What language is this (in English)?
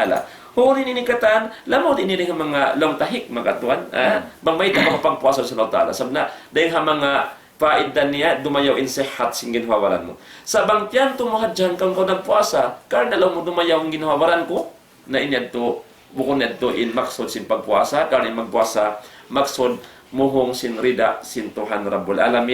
Tausug